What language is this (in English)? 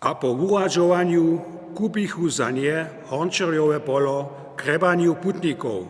Upper Sorbian